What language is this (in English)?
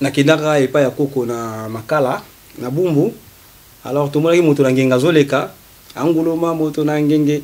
Lingala